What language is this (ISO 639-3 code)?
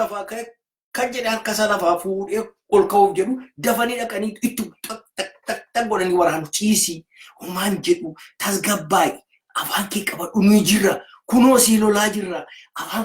orm